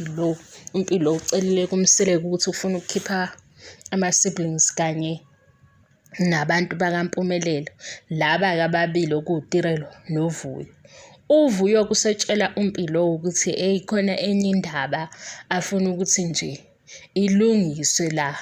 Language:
Zulu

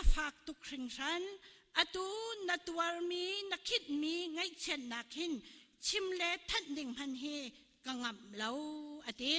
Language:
Hakha Chin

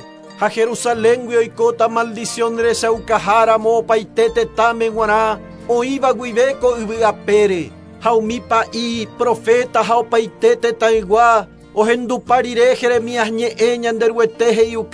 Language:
Guarani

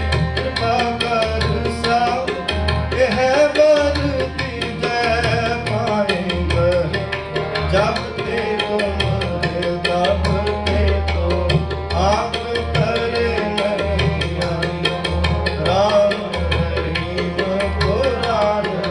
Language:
Punjabi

